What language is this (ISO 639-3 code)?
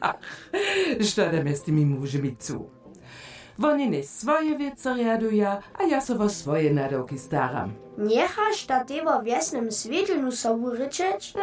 hsb